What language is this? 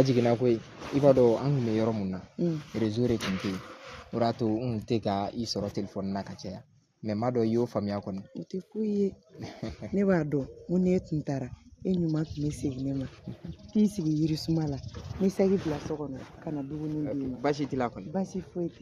Bambara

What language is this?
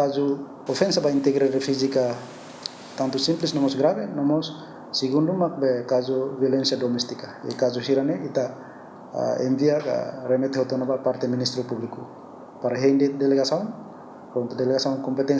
Tetum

